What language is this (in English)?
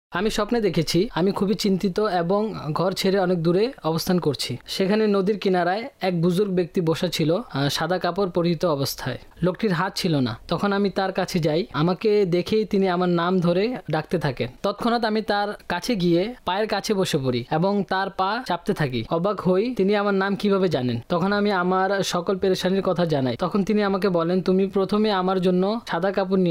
Bangla